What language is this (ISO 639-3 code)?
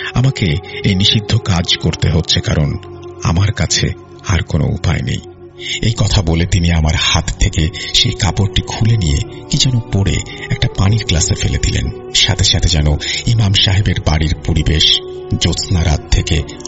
ben